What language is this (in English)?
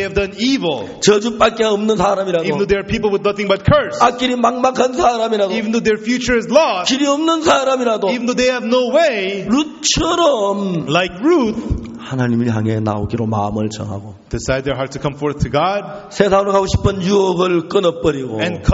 Korean